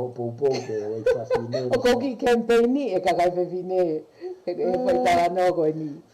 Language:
Tongan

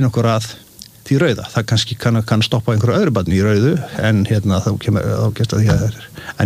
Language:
Icelandic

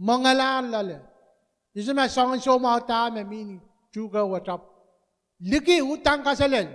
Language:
Pohnpeian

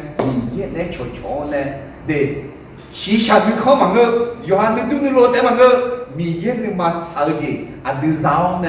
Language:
Akha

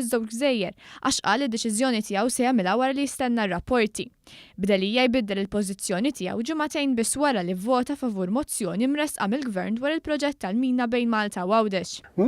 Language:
Maltese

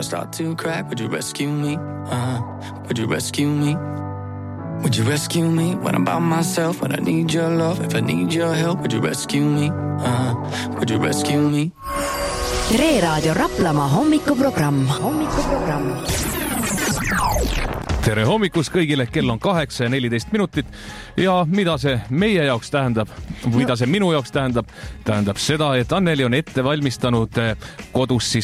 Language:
Estonian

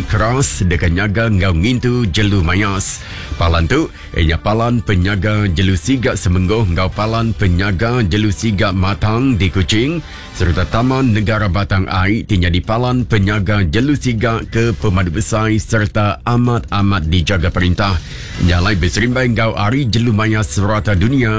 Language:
Iban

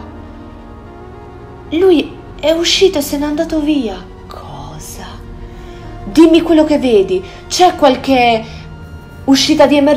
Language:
Italian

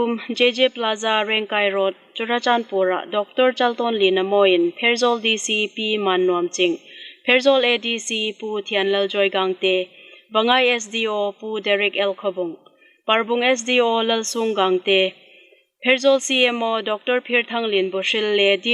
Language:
Hmar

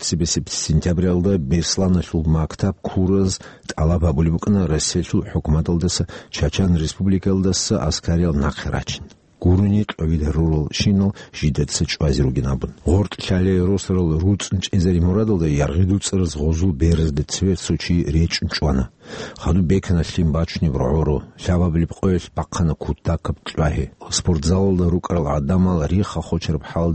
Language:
Avaric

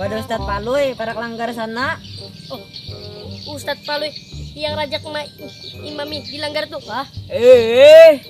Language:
Banjar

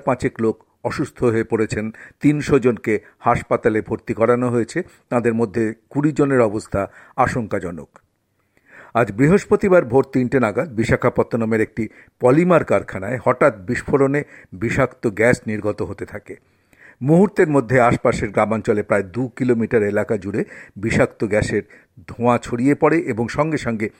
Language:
Bangla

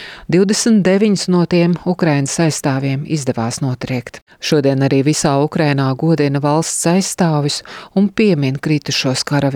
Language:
Latvian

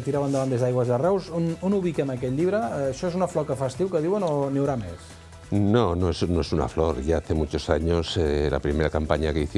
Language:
Catalan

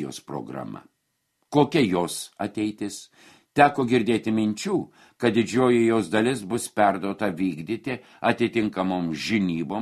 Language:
Lithuanian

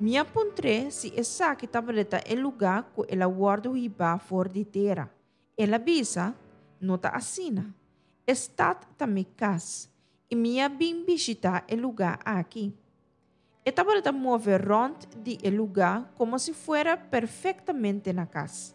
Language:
Papiamento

